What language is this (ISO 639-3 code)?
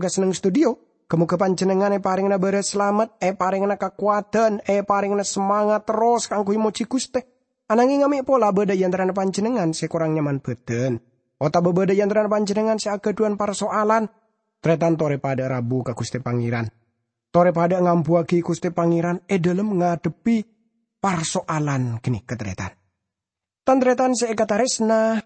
mad